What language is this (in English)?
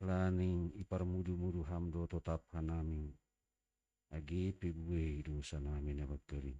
Batak Simalungun